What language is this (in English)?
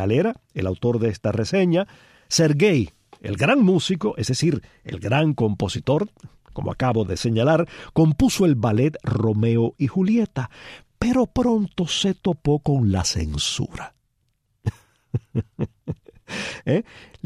Spanish